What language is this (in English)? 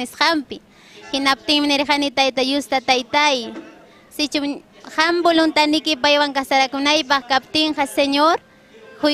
Ayacucho Quechua